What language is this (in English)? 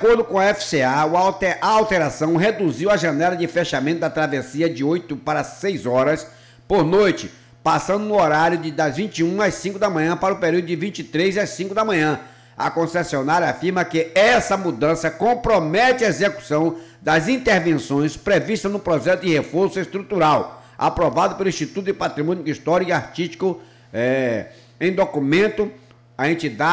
Portuguese